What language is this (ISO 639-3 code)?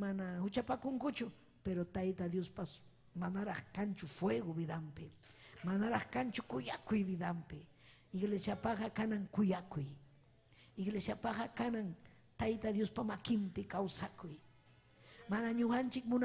quy